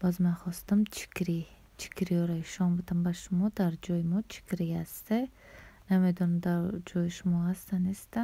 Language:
Tajik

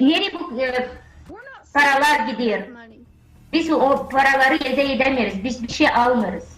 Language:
Gagauz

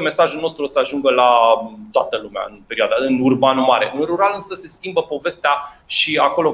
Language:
Romanian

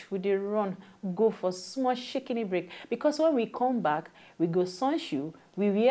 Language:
Nigerian Pidgin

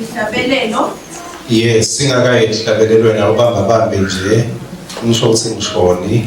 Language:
Swati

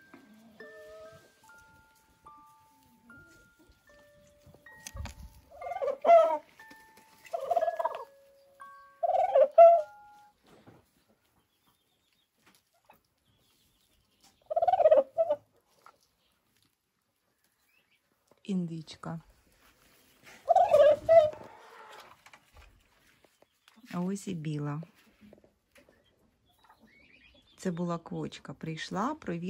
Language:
Ukrainian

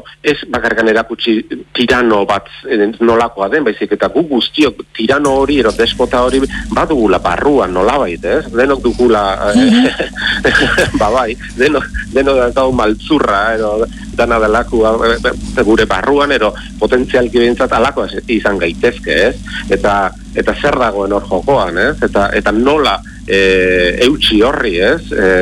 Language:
Basque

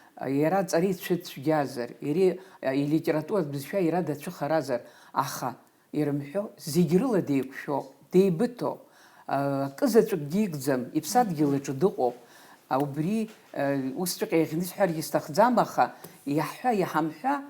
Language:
Abkhazian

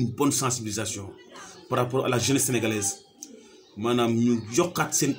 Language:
Wolof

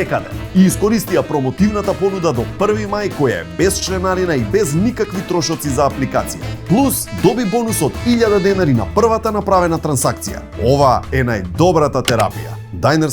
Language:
Macedonian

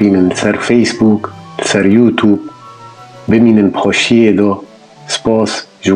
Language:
Kurdish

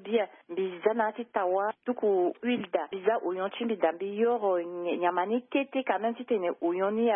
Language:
Sango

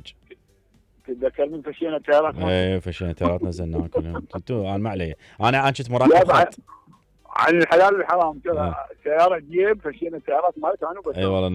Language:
Mesopotamian Arabic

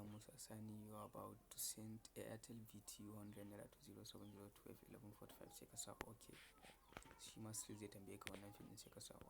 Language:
Hausa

